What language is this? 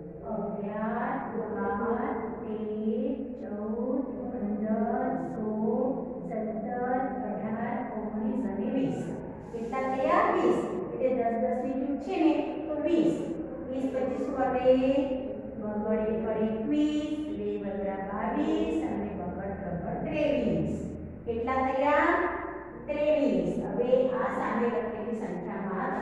Gujarati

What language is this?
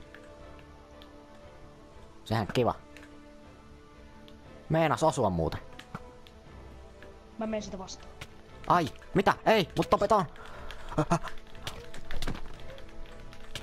Finnish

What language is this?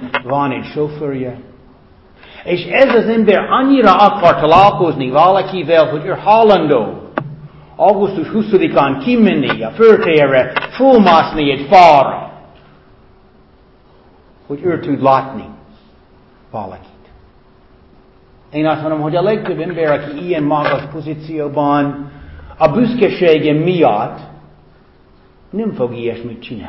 Hungarian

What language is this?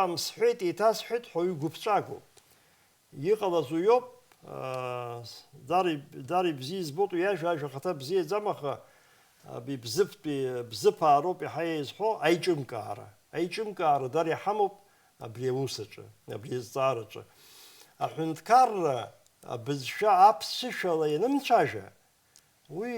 Abkhazian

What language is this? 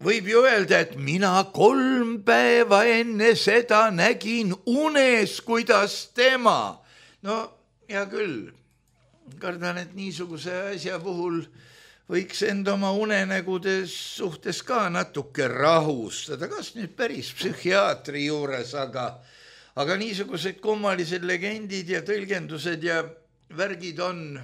Estonian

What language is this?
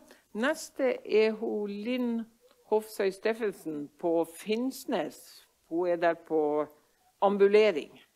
Norwegian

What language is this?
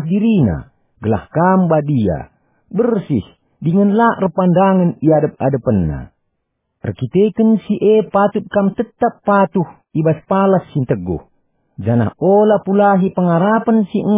Batak Karo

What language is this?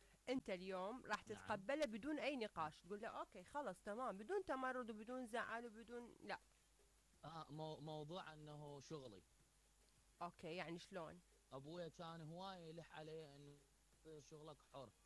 Mesopotamian Arabic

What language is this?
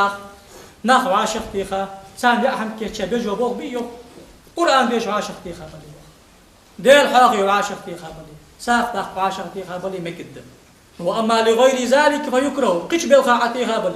Ingush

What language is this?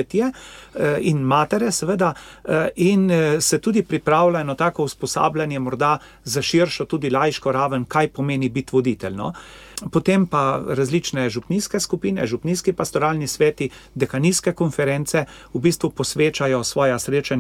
Slovenian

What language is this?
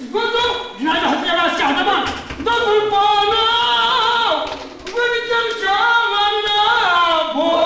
Kashmiri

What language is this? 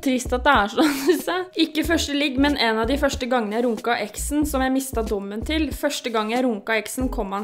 Norwegian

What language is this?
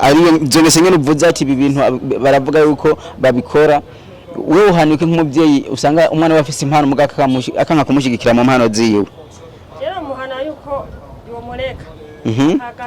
Rundi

